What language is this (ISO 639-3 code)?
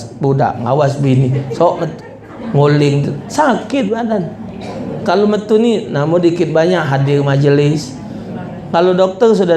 mui